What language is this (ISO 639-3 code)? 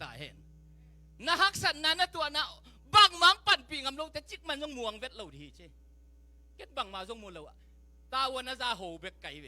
ctd